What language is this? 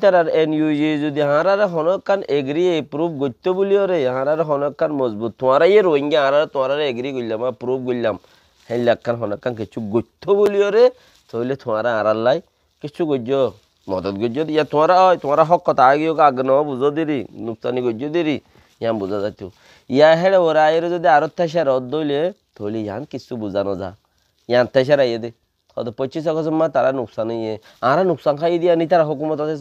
Rohingya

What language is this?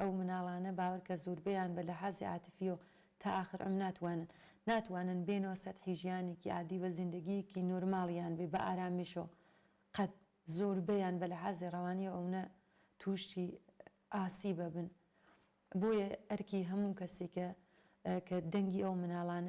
Central Kurdish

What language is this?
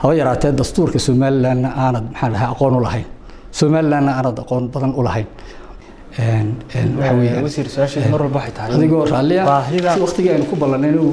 Somali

